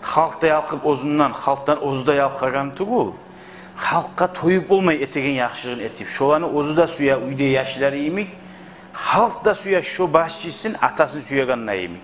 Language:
Kumyk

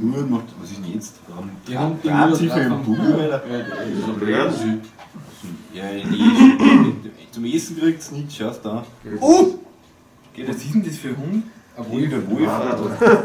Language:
Bavarian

